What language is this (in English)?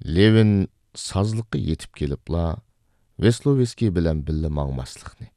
Uyghur